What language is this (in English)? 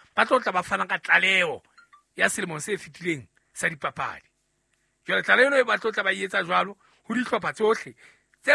Southern Sotho